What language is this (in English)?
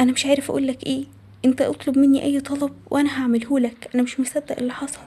Egyptian Arabic